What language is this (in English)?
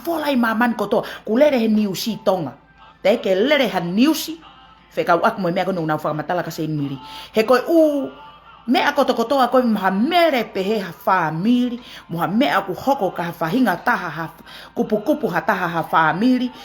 Tongan